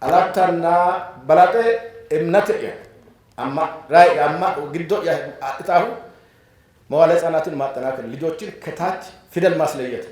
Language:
Sidamo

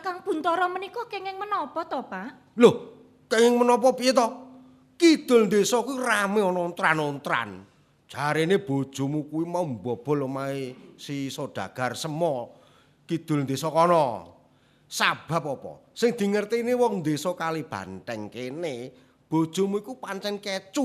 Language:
Javanese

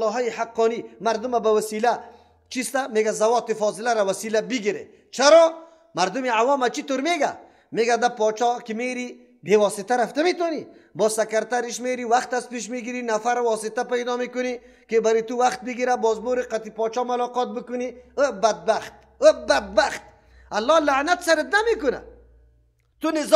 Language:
Persian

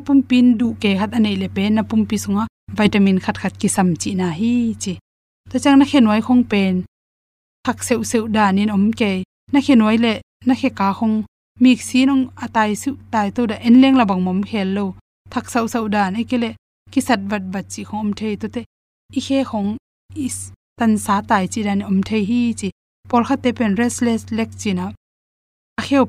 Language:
Tedim Chin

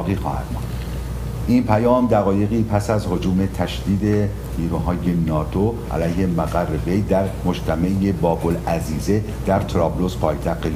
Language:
Persian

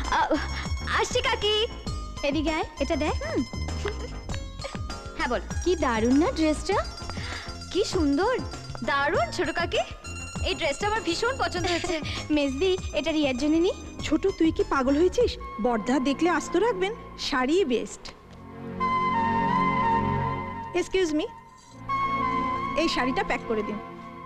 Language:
Bangla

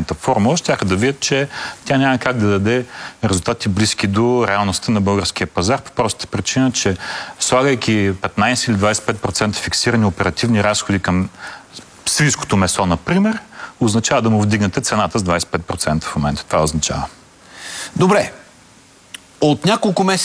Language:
Bulgarian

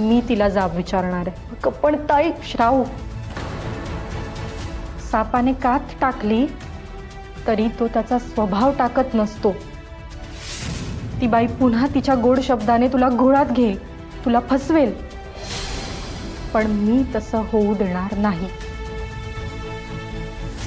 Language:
Marathi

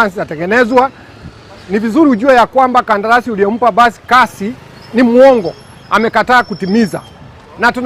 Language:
Gusii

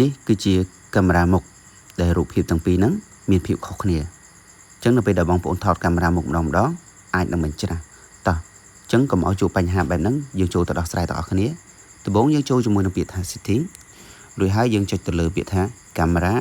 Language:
Khmer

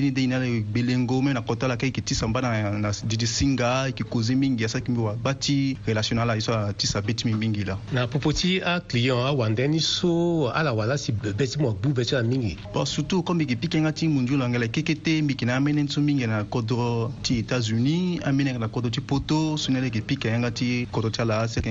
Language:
Sango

